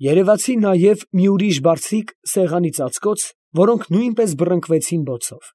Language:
Armenian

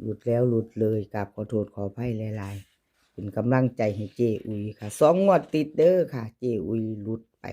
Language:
Northeastern Thai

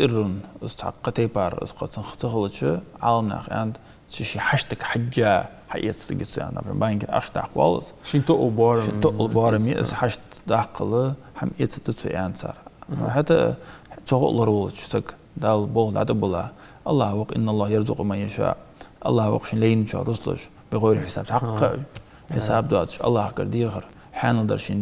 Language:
Ingush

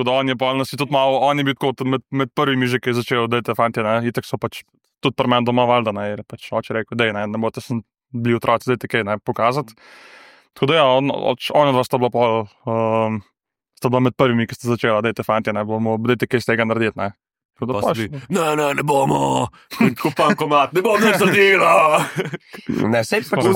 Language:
Slovenian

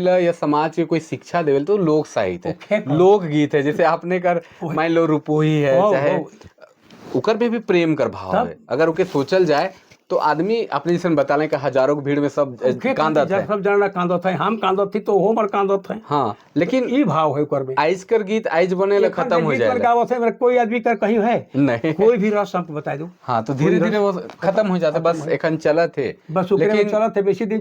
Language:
Sadri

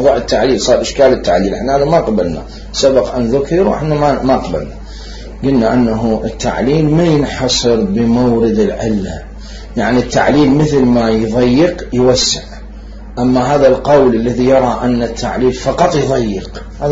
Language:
Mesopotamian Arabic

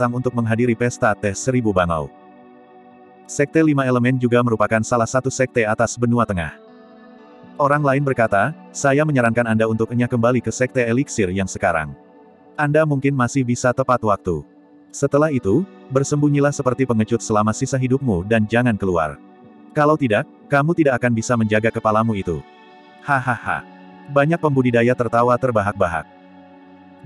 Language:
Indonesian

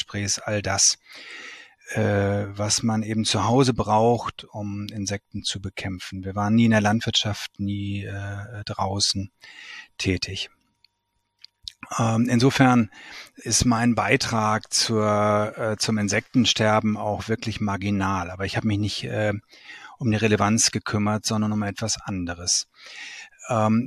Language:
German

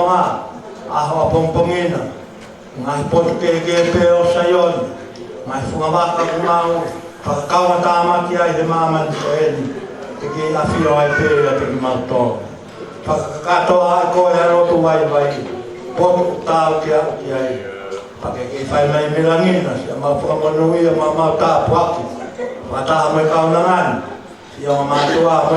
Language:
Tongan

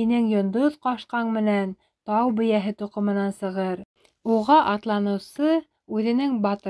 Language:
Bashkir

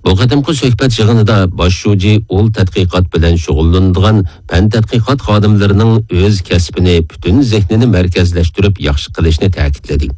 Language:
Uyghur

